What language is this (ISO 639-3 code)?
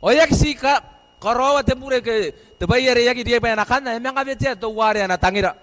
gil